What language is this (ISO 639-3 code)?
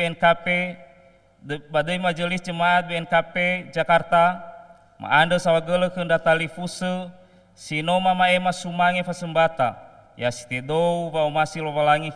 nia